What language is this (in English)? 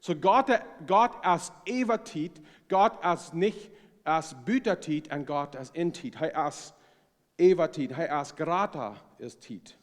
Plautdietsch